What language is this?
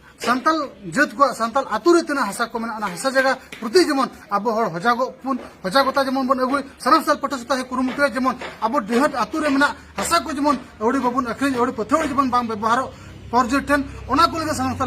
Santali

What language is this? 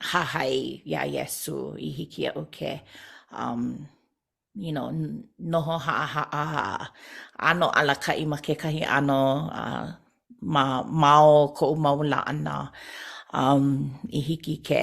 Hawaiian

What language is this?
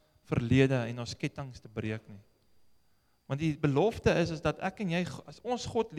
Afrikaans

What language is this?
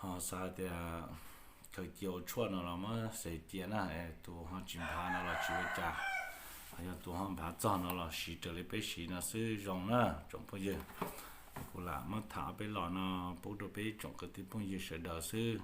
Hmong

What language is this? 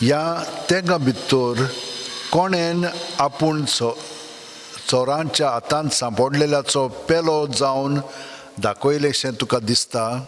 Konkani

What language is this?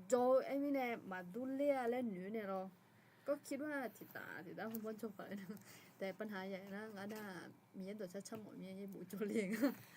Akha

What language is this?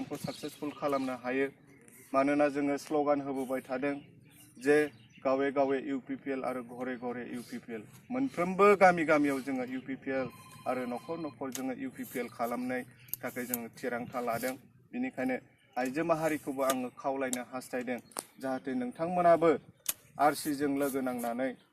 Bodo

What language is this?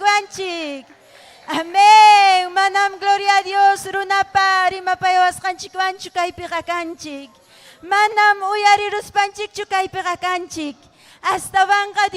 Ayacucho Quechua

